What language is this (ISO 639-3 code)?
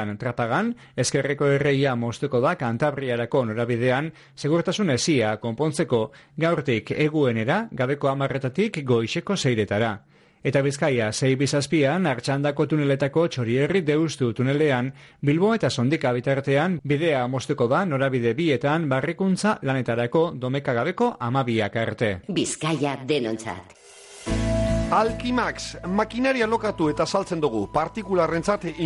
eus